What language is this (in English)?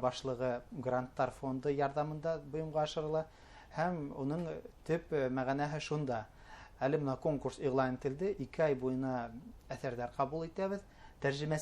Bashkir